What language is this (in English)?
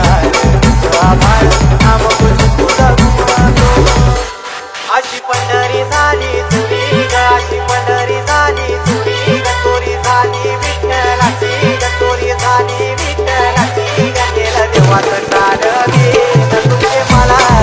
Marathi